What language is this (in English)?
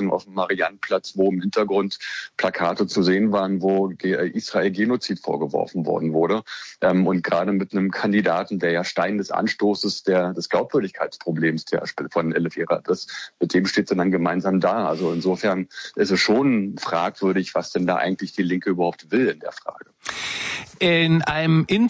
German